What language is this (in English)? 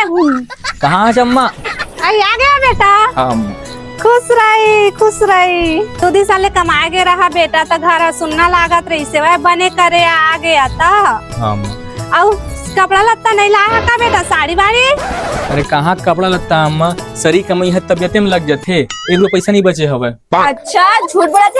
Chhattisgarhi